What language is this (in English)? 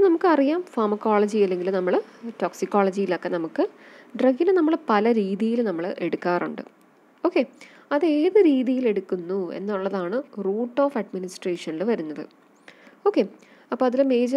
Malayalam